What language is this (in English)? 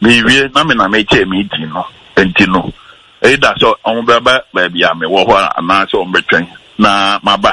Akan